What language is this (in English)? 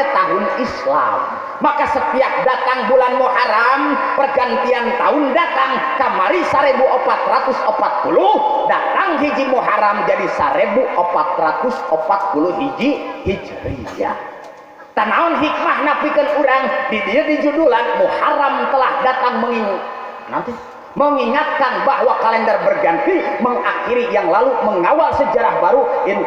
Sundanese